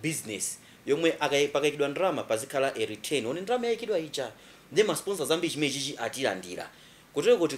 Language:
Nyanja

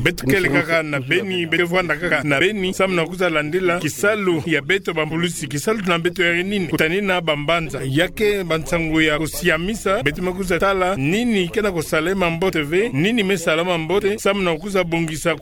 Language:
Kituba (Democratic Republic of Congo)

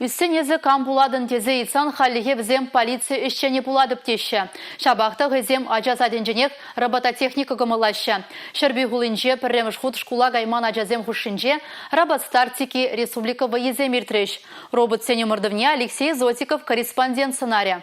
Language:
Chuvash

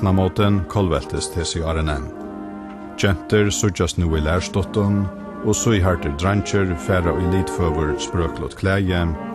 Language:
Faroese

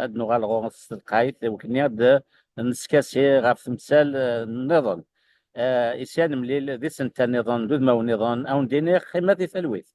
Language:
Kabyle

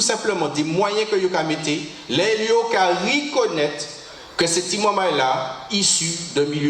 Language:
Guadeloupean Creole French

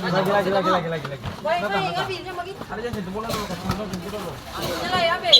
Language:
Ambonese Malay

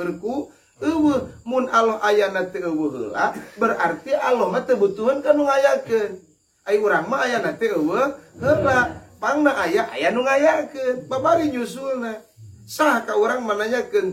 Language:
Sundanese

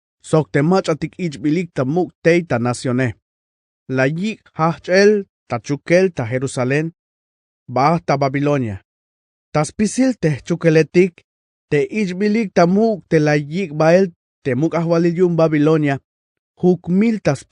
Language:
Tzeltal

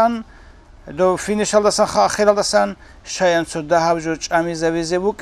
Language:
Avaric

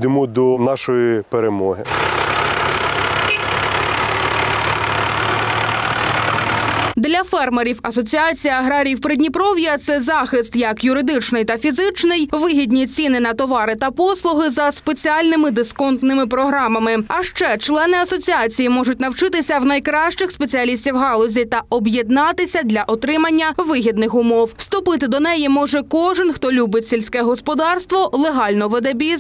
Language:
Ukrainian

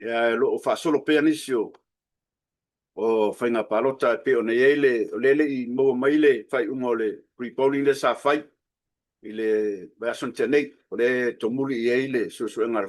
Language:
Samoan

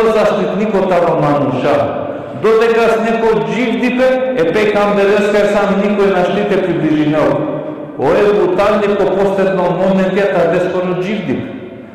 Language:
Balkan Romani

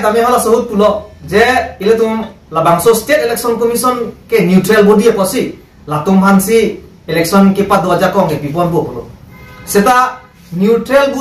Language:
Karbi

